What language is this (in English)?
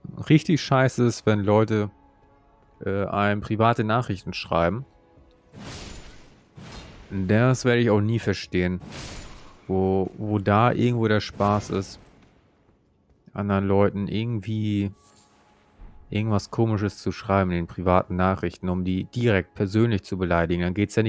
German